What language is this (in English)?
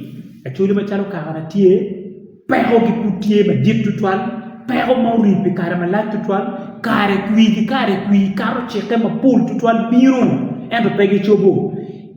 Acoli